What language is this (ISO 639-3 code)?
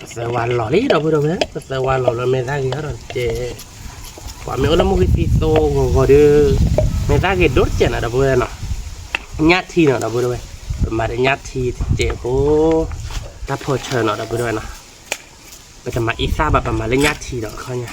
ksw